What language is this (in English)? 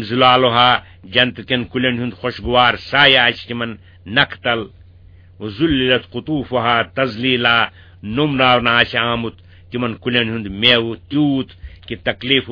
Kashmiri